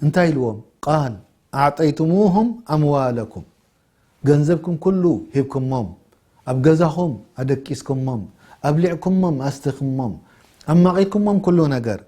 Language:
Tigrinya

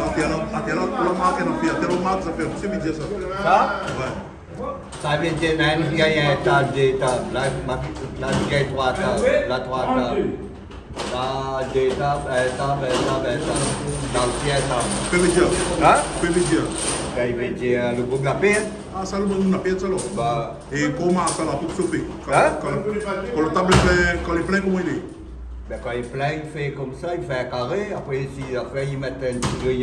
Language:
Réunion Creole French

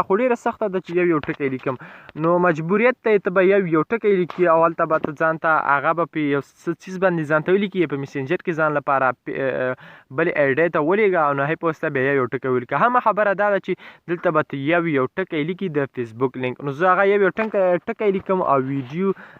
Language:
Pashto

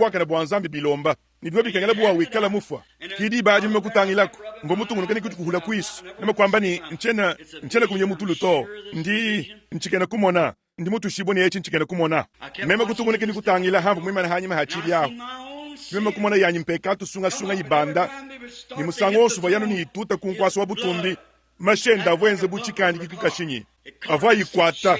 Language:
Luba-Lulua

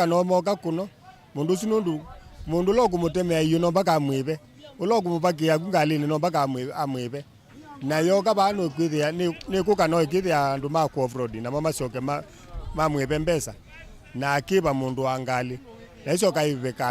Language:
Kamba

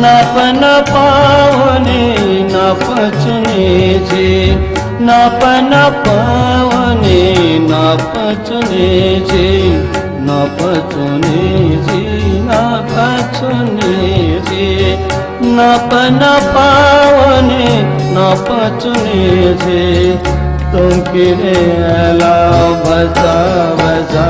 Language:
Newari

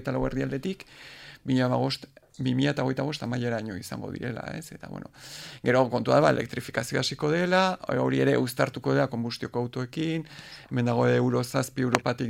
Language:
Basque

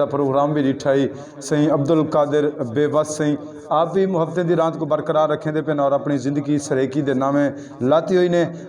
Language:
Saraiki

